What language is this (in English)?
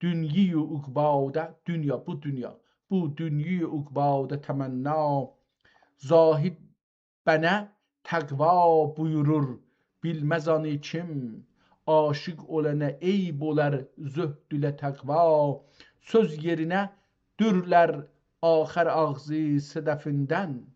South Azerbaijani